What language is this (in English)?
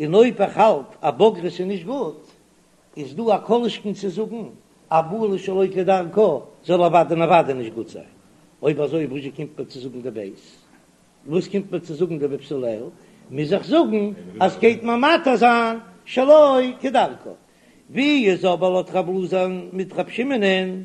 Yiddish